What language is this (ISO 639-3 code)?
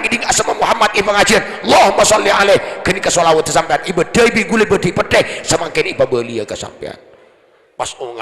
mad